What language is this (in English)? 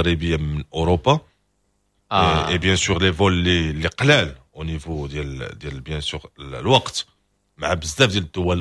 Moroccan Arabic